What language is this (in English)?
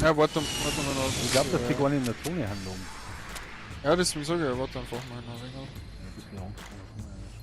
Bavarian